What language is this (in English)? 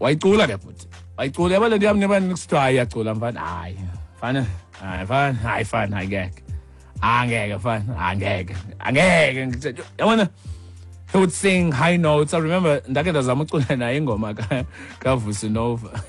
Xhosa